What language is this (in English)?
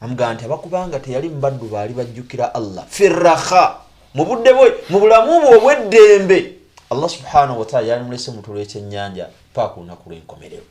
Ganda